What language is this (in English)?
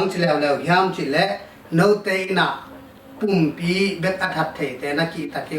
Tedim Chin